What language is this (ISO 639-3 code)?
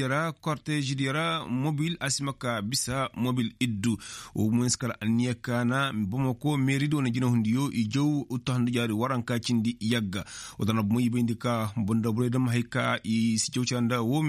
ses